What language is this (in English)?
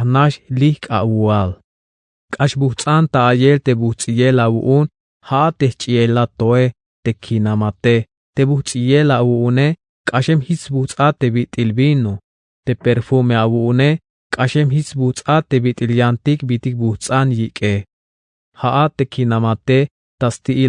Tzeltal